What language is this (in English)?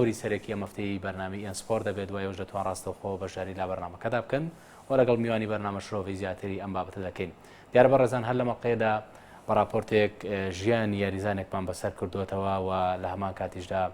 Central Kurdish